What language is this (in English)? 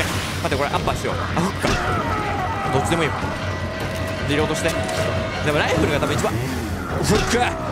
Japanese